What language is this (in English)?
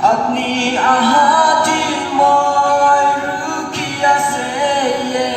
Naga Pidgin